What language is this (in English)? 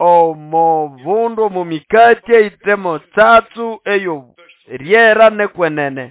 Nande